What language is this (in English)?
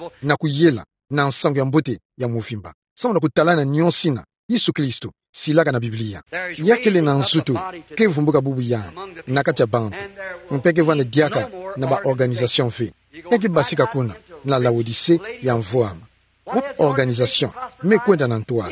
Kituba (Democratic Republic of Congo)